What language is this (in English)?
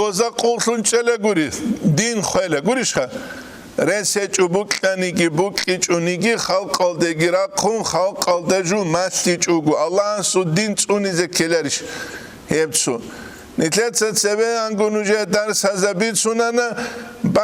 Avaric